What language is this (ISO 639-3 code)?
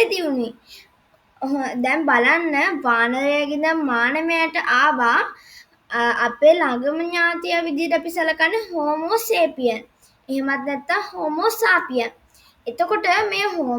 sin